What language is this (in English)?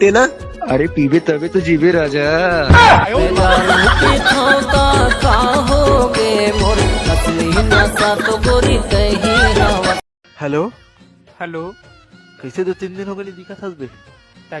Chhattisgarhi